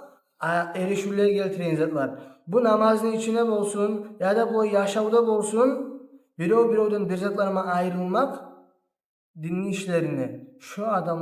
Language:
Kumyk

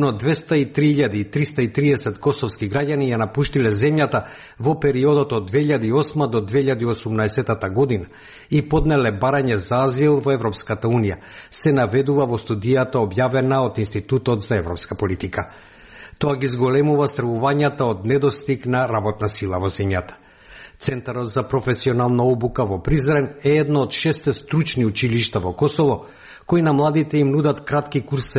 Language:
Macedonian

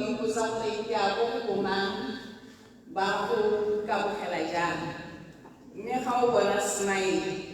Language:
Tswana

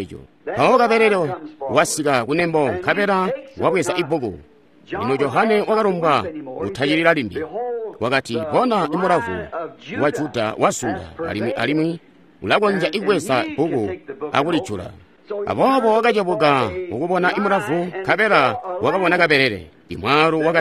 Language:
Tonga (Zambia)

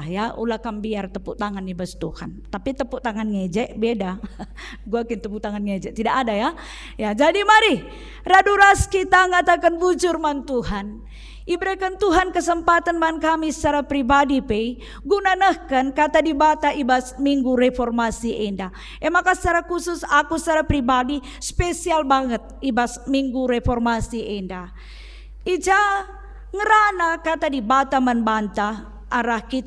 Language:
Batak Karo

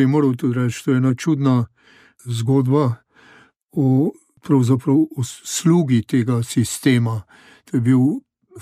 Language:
Slovenian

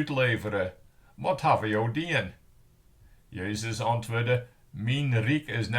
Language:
Western Frisian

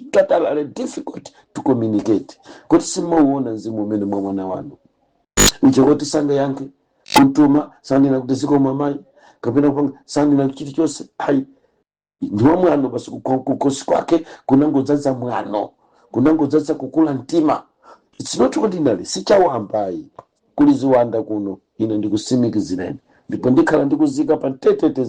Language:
Nyanja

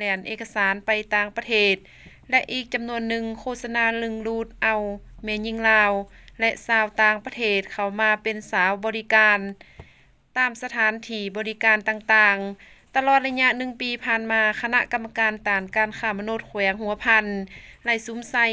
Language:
Lao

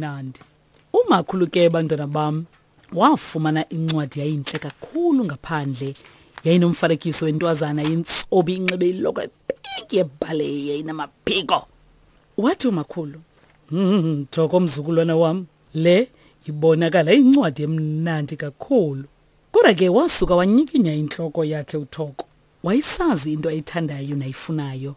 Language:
Xhosa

